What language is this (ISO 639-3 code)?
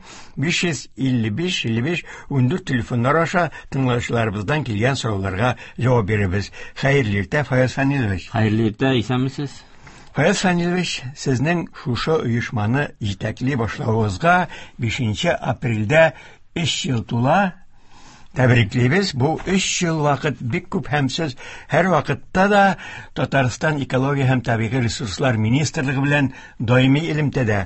tat